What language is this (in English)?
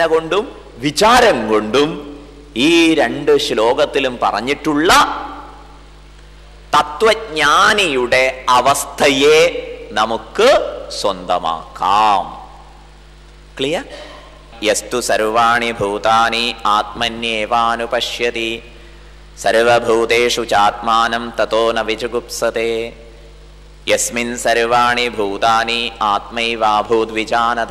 Malayalam